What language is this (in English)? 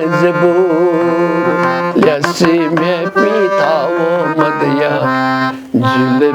Newari